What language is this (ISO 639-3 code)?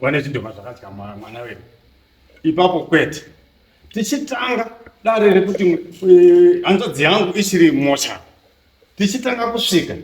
sna